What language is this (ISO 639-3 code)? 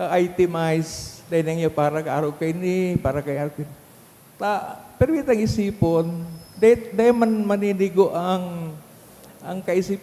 bik